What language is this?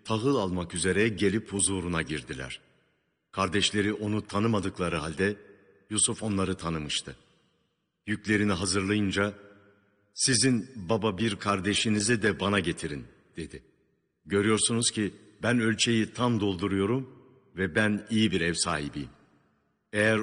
Turkish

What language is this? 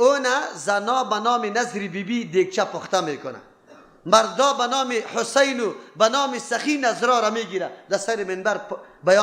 Persian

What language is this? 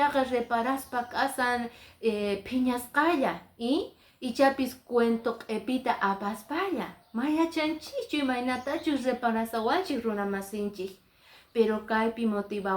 Quechua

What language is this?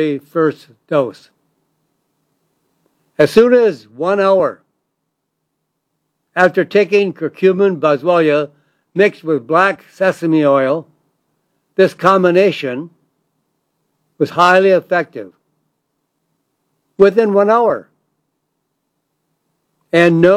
English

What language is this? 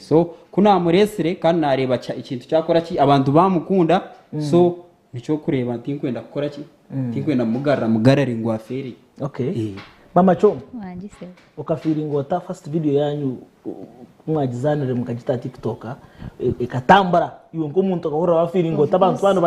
Nyankole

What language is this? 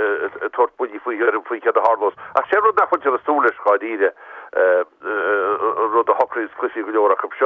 Irish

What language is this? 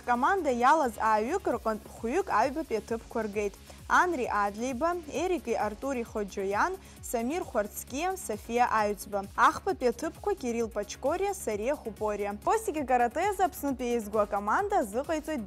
Abkhazian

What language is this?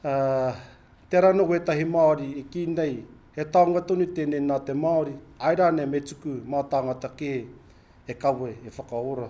Māori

